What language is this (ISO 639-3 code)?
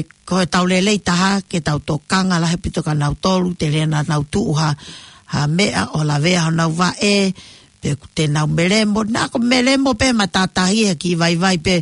ton